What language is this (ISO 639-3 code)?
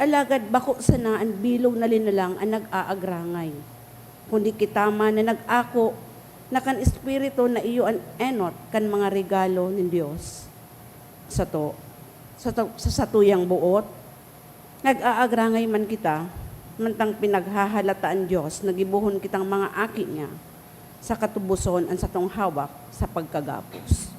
bik